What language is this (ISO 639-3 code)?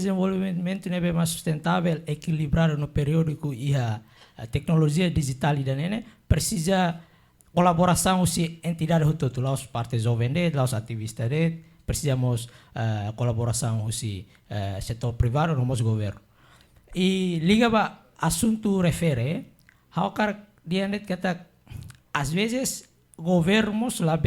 tet